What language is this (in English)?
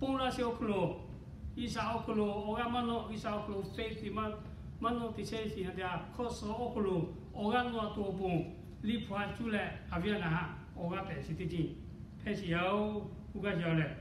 Lahu